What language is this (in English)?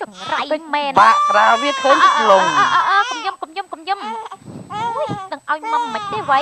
Khmer